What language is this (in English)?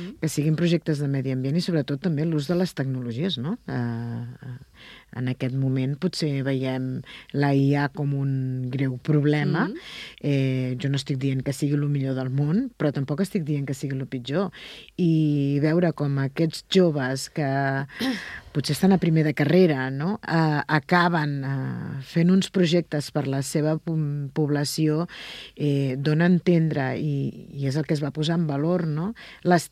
Catalan